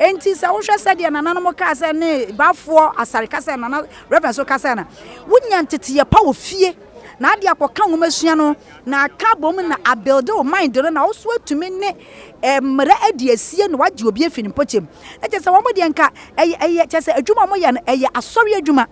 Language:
Akan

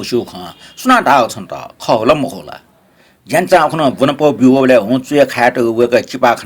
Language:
Newari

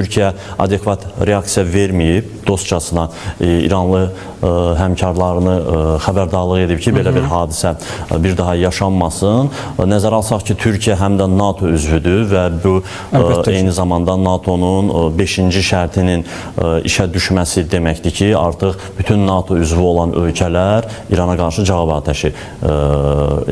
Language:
Azerbaijani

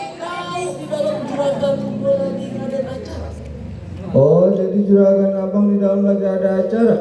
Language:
Betawi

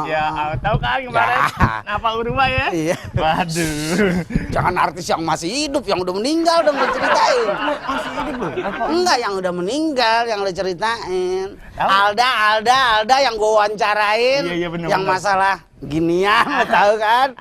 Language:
Betawi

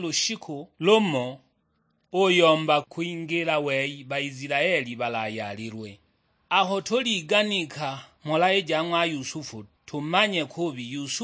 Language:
Sukuma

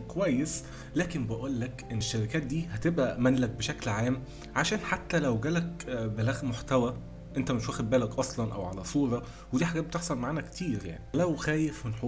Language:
Egyptian Arabic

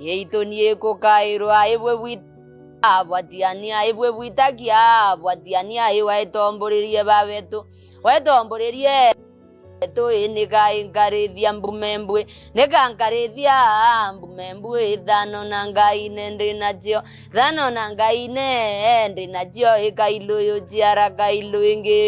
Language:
Meru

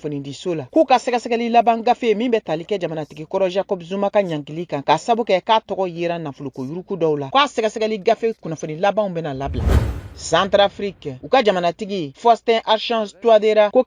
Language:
Bambara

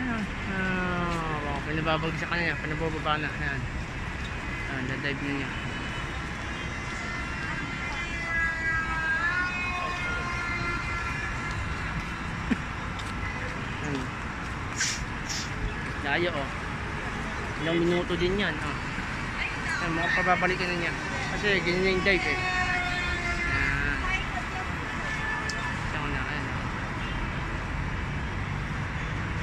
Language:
Filipino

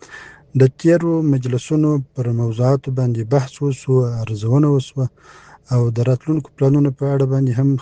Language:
Pashto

